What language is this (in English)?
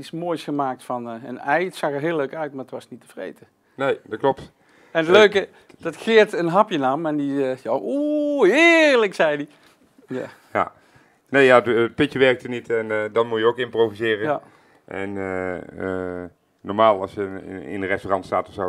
Dutch